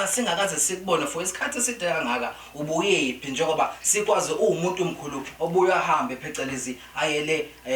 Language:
Zulu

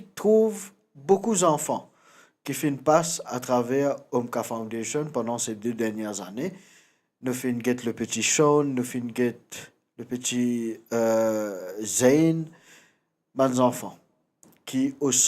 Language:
Morisyen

